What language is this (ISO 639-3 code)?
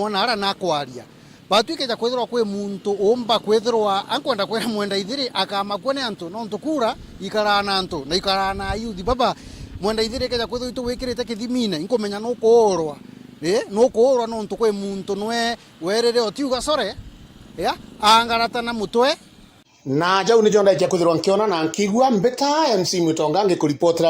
mer